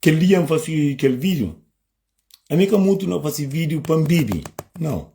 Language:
Kabuverdianu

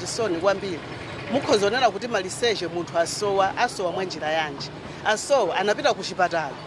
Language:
Nyanja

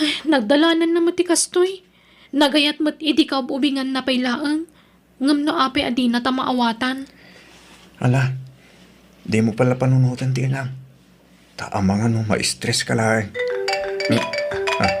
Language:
Iloko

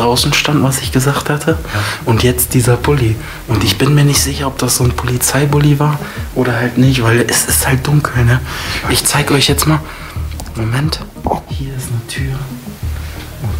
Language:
German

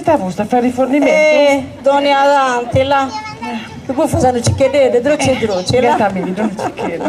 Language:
Sardinian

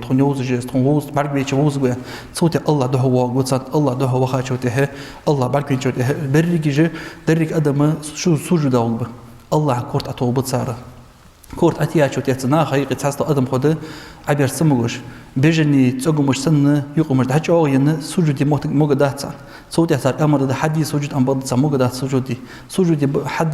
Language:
Ingush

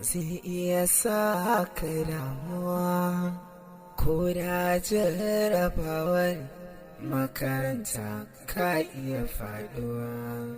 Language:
Hausa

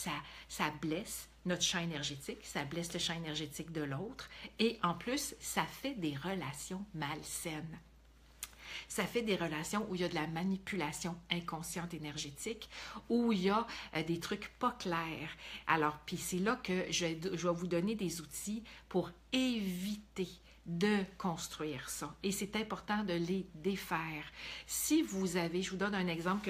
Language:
French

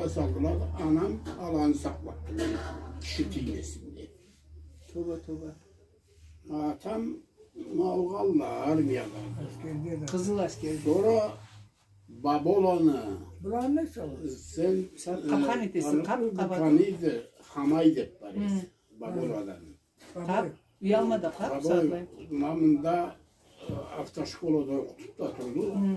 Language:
Karachay-Balkar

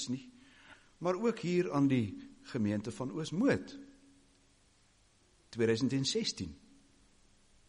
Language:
Afrikaans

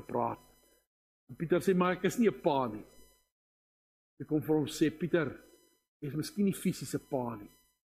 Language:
Afrikaans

